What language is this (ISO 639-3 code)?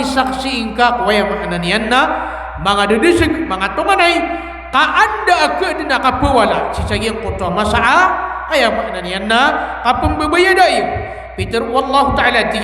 mrw